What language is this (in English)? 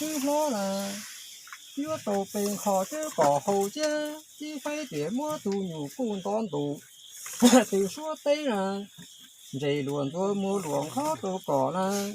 Hmong